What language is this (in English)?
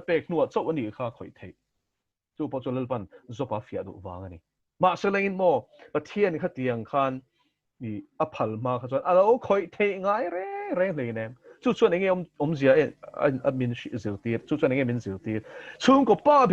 Mizo